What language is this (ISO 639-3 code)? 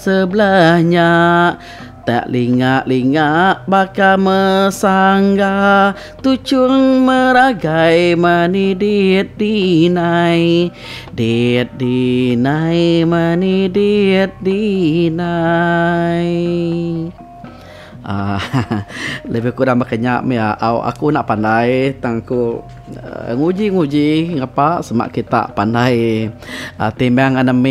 iba